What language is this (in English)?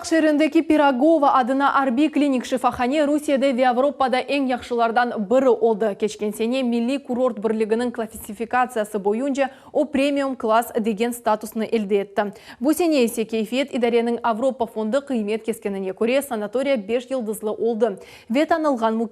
Crimean Tatar